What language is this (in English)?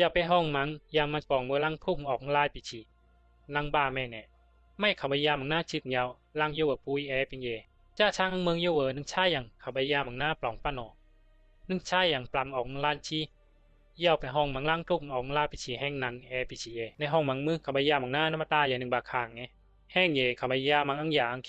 Bisu